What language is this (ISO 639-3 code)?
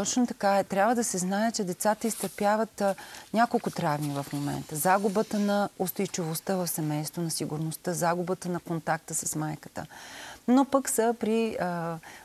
bul